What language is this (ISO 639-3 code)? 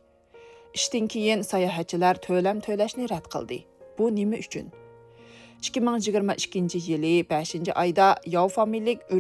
uig